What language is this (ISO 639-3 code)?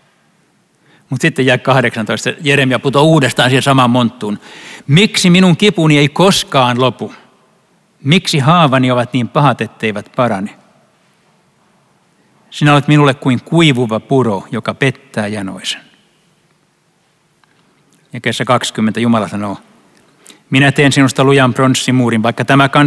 fin